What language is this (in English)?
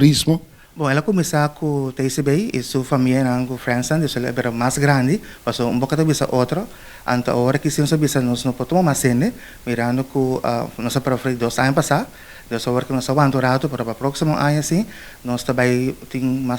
Papiamento